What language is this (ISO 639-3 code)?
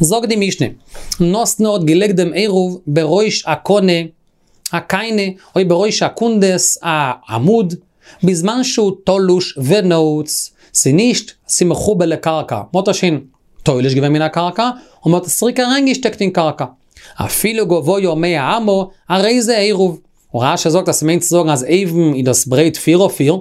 yid